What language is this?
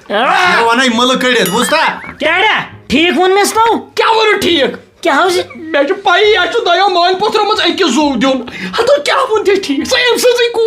Kashmiri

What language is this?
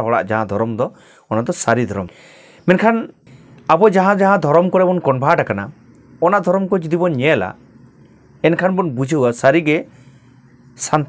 Santali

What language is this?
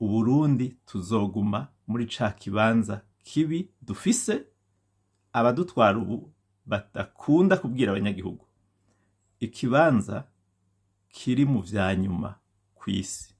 Rundi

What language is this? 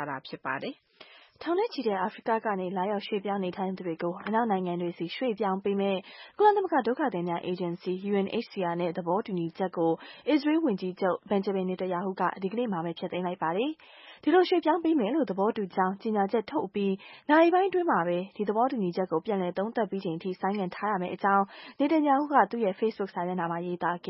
Burmese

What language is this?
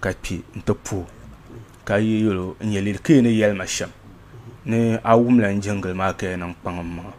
Dagbani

